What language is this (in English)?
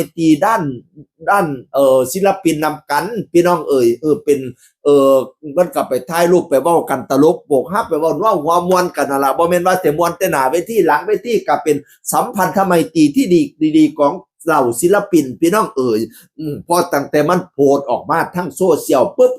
Northeastern Thai